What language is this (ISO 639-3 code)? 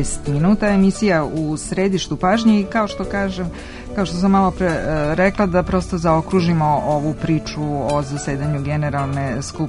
srp